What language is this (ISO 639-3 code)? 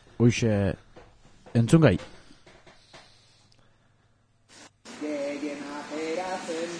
eus